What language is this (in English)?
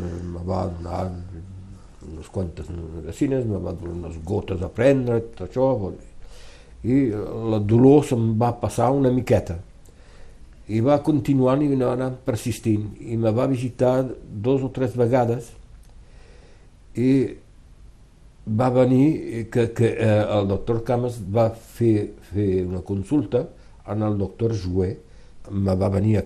Catalan